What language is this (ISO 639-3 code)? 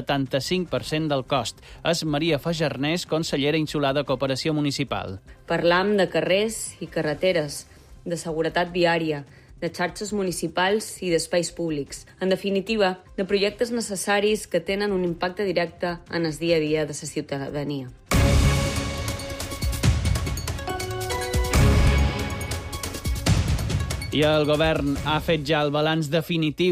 cat